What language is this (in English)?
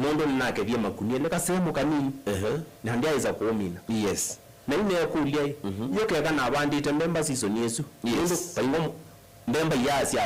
Kamba